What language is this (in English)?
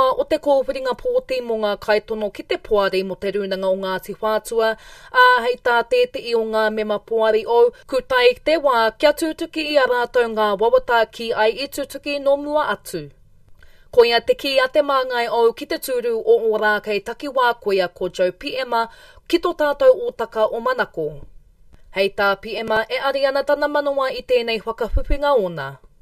Māori